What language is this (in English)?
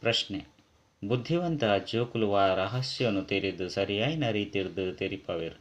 Tulu